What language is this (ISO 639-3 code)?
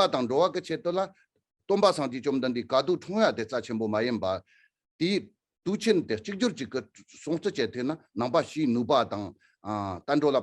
bod